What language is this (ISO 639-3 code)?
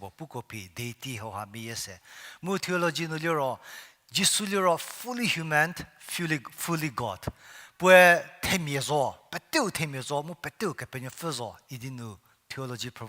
njm